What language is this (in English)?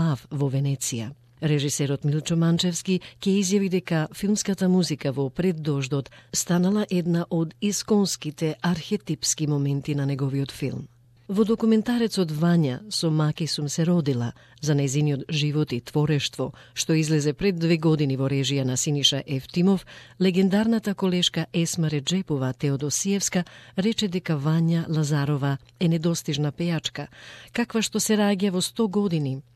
Macedonian